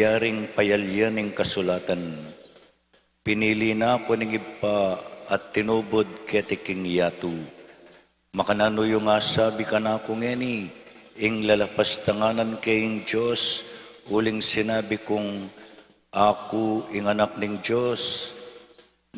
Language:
Pampanga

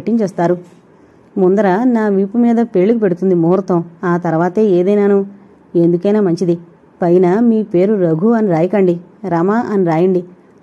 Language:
Telugu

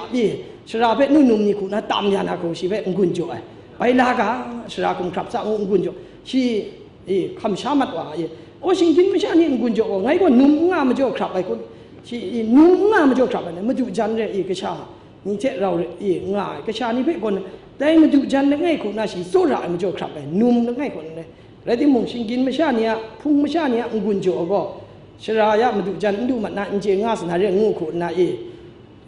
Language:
Kachin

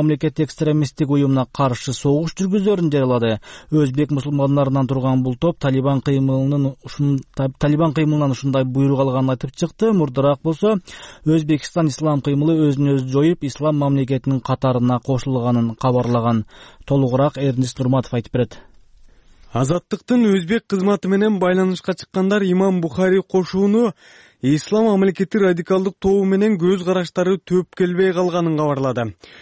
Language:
Kyrgyz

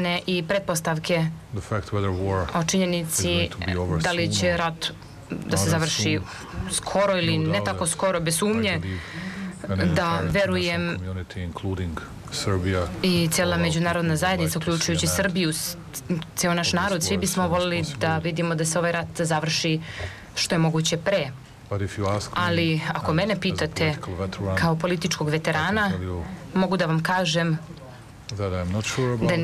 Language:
Serbian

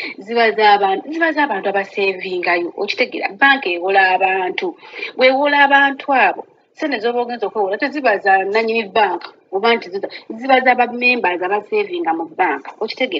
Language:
Ganda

